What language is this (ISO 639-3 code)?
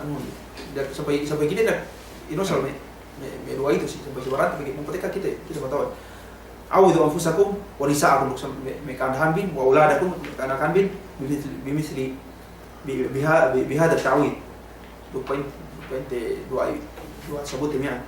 yka